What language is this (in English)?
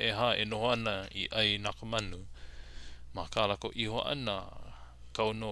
Hawaiian